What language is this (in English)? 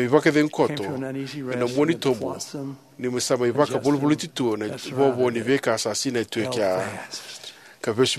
Fijian